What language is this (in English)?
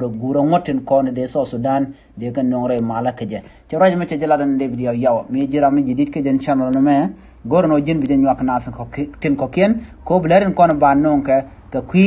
Nuer